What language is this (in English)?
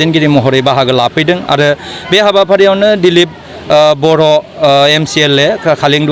Bodo